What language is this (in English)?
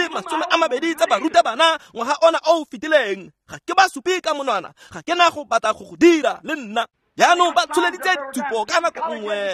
Tswana